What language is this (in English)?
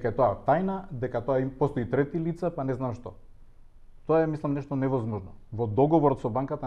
Macedonian